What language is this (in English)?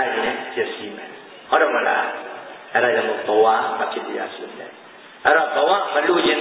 Burmese